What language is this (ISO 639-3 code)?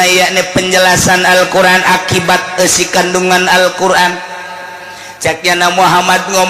sun